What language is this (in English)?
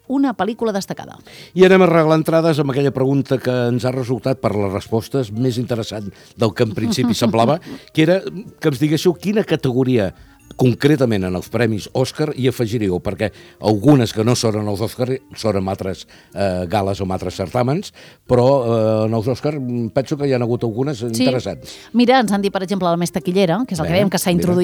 Catalan